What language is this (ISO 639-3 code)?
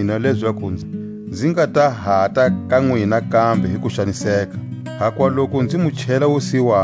tsc